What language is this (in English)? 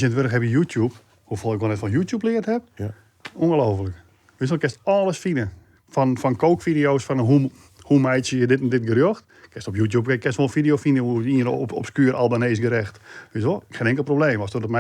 Western Frisian